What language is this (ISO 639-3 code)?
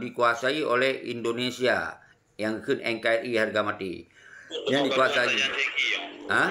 ace